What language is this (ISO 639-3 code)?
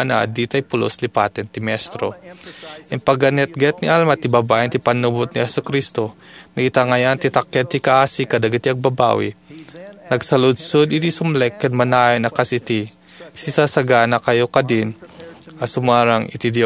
ilo